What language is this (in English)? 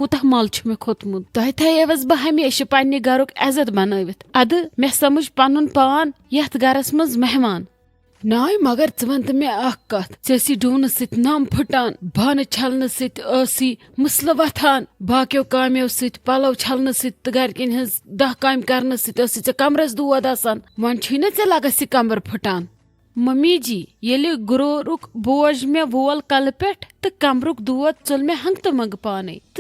Kashmiri